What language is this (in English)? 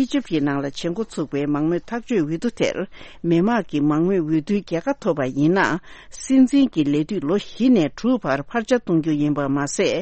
Tibetan